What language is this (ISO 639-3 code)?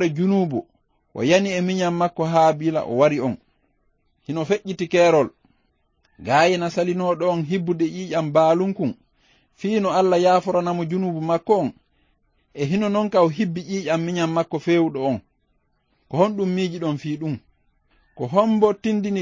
ful